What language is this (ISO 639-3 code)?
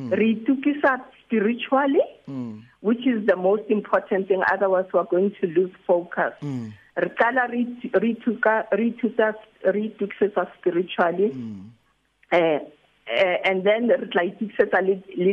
sot